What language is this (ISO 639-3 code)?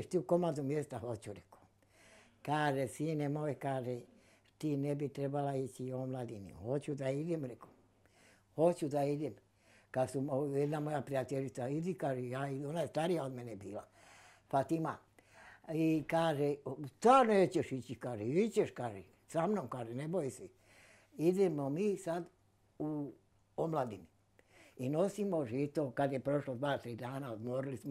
bos